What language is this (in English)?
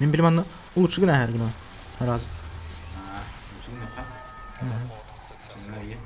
Yakut